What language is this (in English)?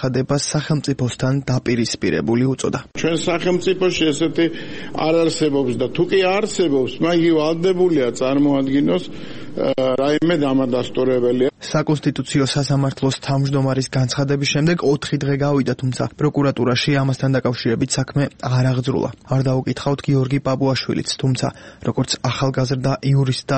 Georgian